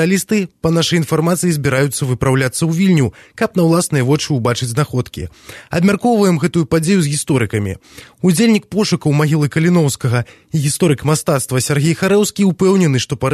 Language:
Belarusian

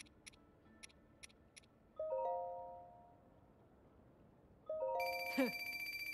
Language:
German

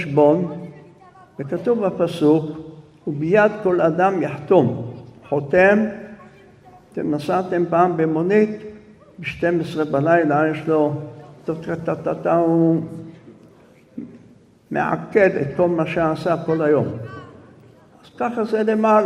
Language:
Hebrew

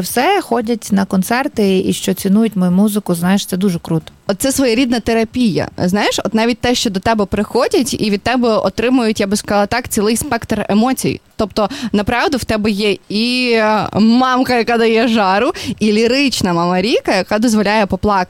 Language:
Ukrainian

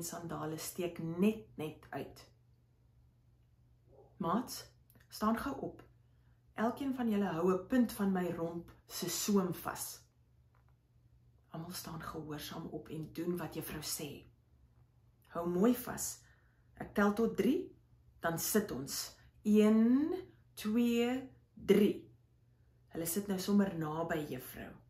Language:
Afrikaans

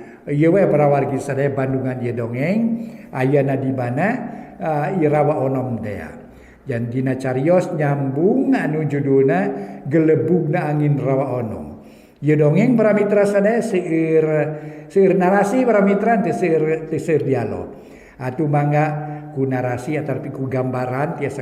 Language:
Sundanese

